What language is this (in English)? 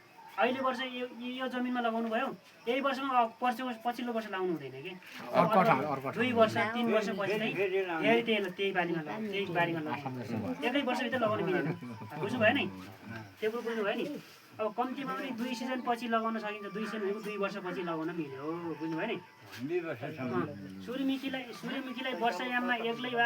Nepali